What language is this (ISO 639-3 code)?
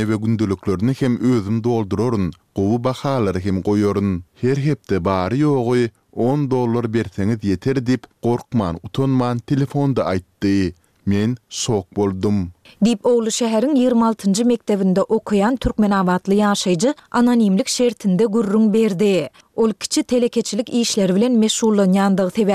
tuk